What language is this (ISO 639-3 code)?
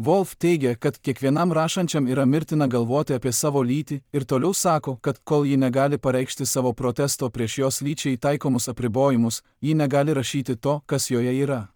lit